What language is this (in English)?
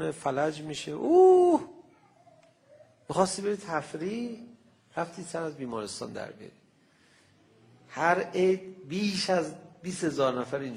Persian